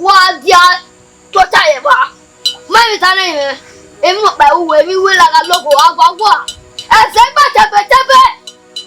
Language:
Bini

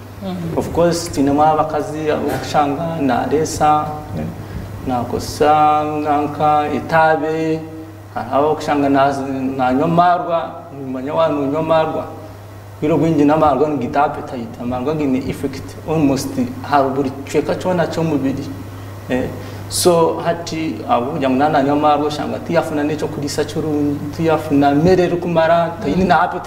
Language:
Nyankole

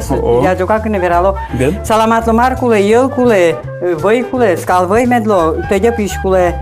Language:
Udmurt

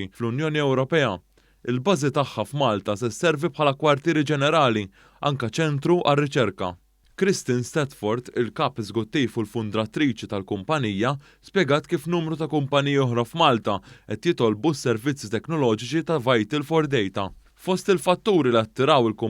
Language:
Maltese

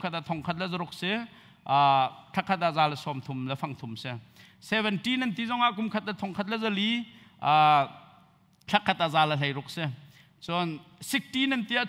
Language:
Hakha Chin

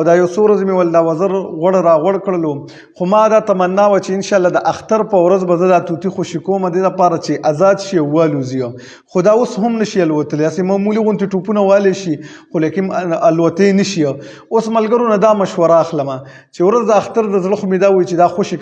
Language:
Pashto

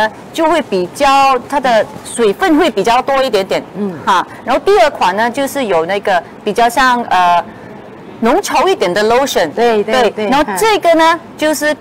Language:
Chinese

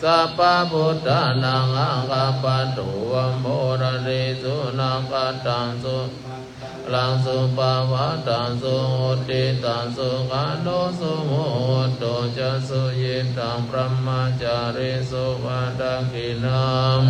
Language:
Pali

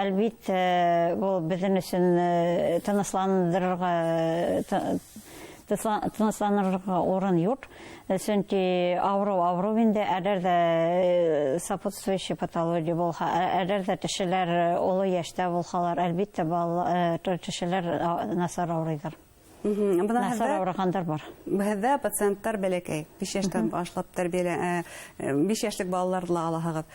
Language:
Bashkir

